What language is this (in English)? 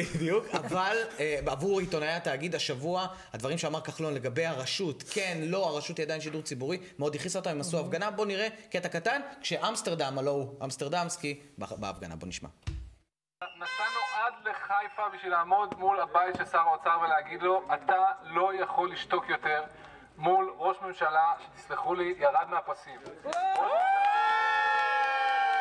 Hebrew